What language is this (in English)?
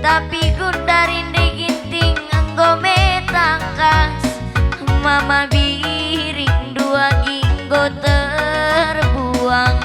Batak Karo